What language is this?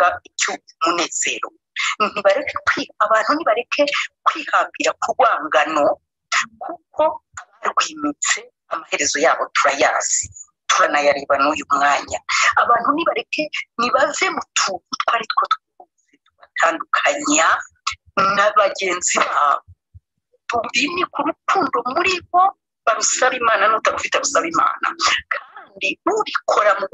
Kinyarwanda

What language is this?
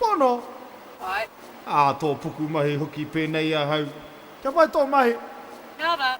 Māori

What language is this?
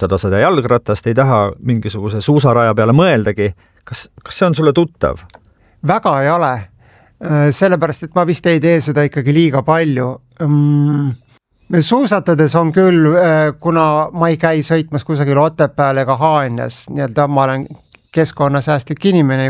Estonian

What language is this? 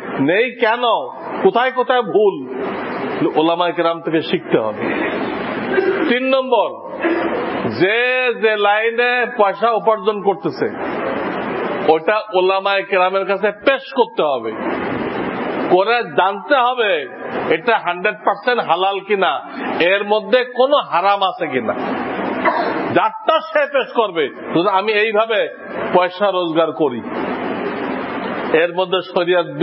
Bangla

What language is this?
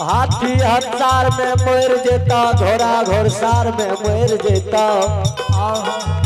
Maithili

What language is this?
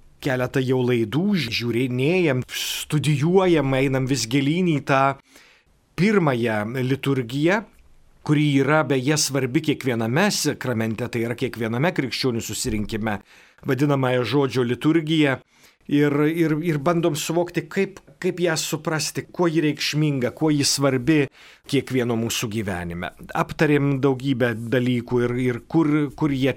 Lithuanian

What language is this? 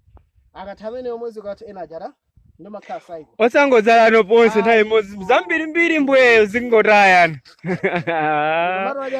Nyanja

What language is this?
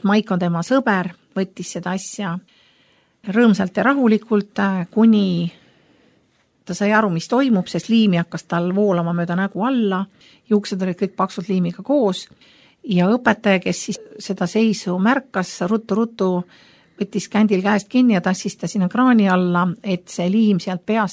Estonian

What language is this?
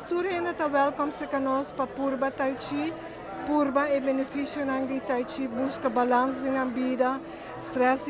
Papiamento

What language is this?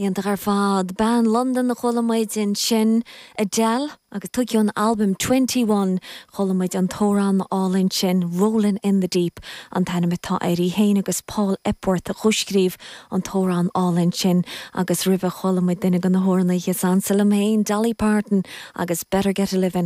Irish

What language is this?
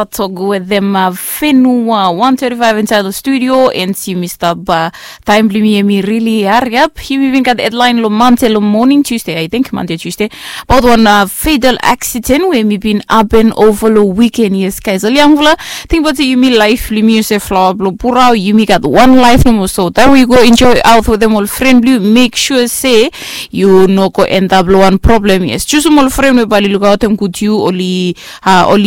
Bislama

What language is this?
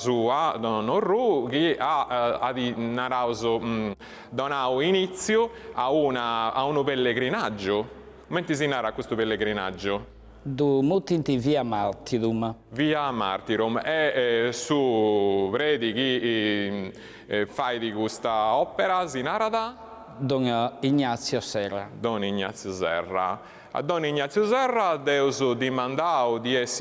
Sardinian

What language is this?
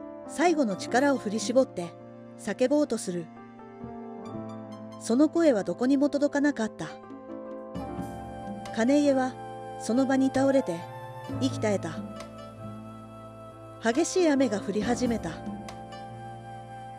Japanese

